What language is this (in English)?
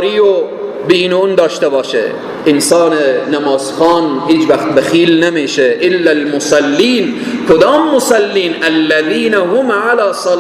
Persian